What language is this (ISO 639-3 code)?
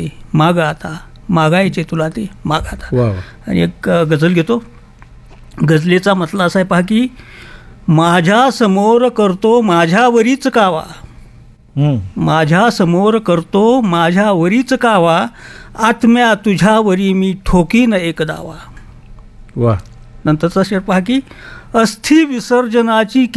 mar